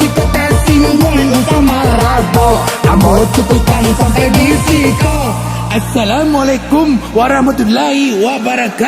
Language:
Minangkabau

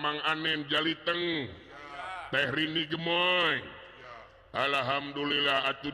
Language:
Sundanese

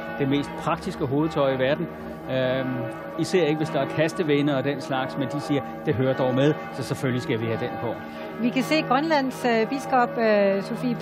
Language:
Danish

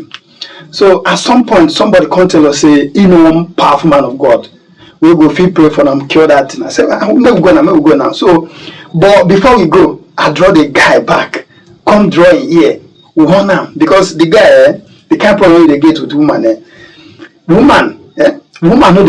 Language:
Nigerian Pidgin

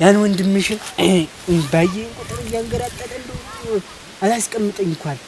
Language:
Amharic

